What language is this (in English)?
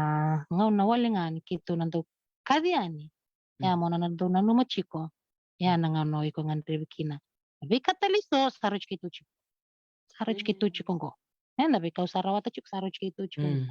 Fijian